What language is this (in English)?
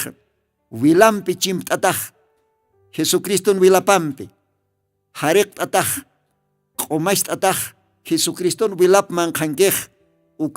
Aymara